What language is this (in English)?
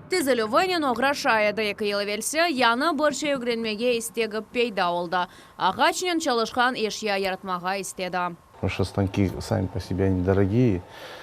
Crimean Tatar